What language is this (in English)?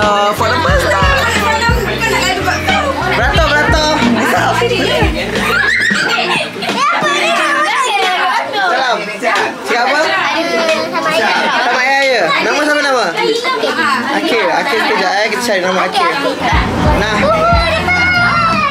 Malay